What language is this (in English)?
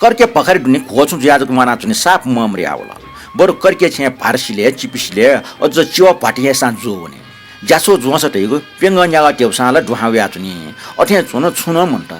Newari